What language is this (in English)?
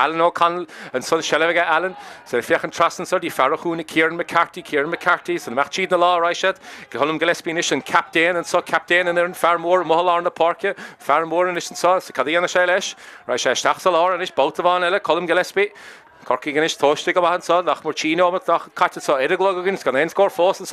Irish